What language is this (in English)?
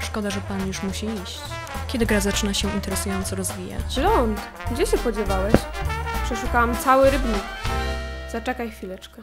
Silesian